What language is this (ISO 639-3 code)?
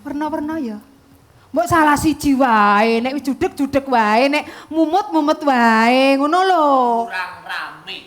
jav